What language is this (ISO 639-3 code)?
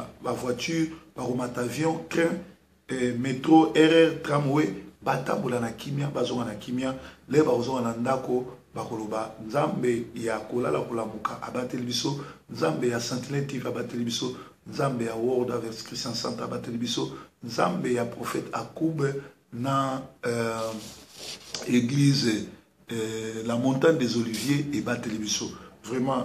lin